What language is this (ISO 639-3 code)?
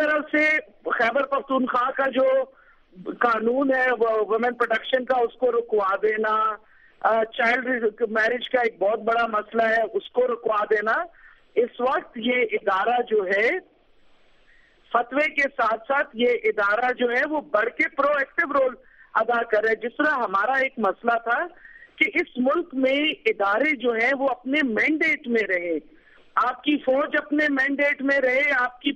urd